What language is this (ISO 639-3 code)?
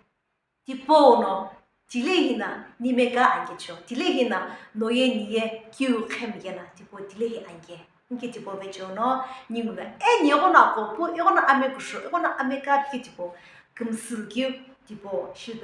nsm